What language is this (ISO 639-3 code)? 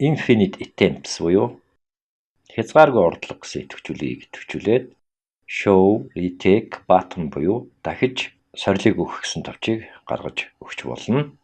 mon